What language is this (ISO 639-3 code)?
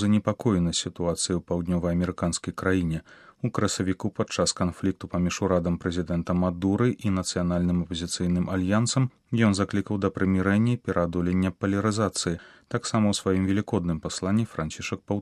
bel